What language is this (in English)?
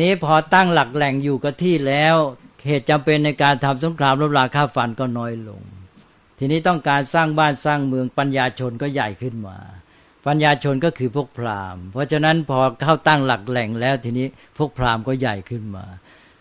Thai